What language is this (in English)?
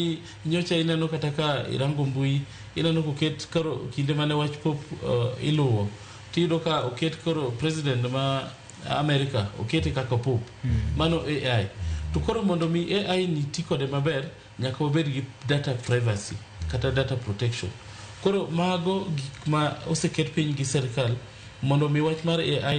Luo (Kenya and Tanzania)